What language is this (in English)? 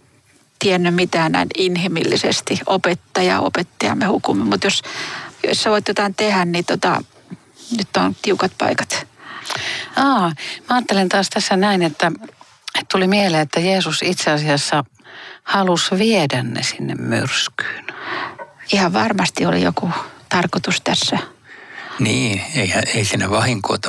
Finnish